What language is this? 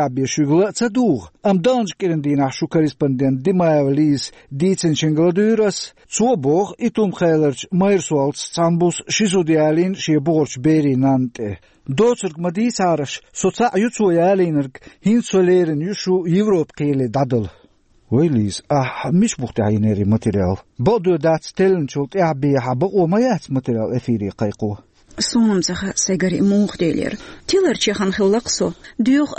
Chechen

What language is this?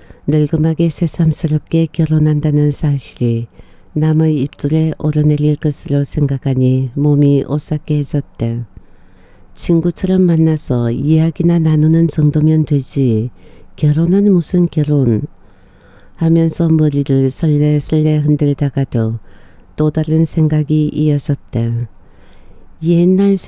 Korean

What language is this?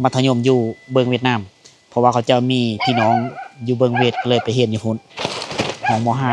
Lao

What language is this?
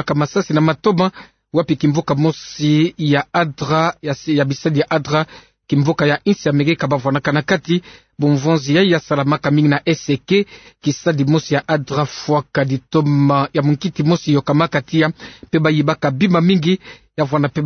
Kituba (Democratic Republic of Congo)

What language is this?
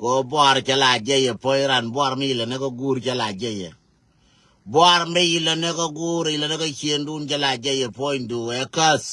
Nuer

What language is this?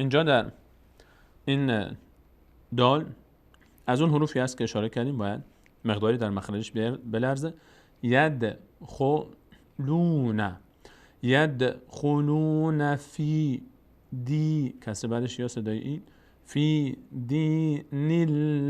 Persian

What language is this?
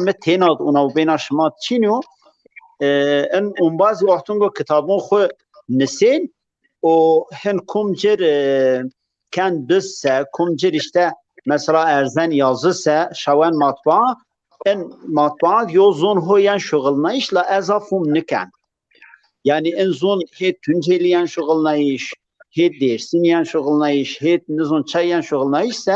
Zaza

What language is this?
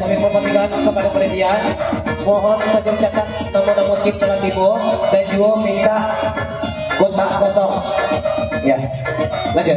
Minangkabau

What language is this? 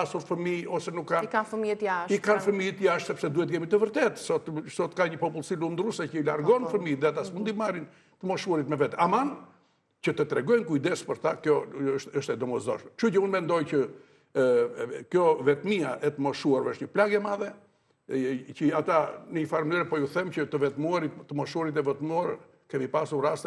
Albanian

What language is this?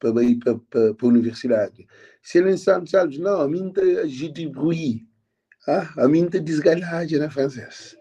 Kabuverdianu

